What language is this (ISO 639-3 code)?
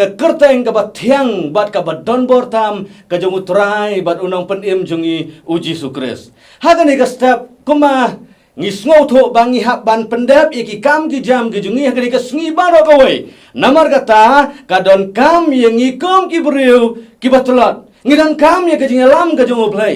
kha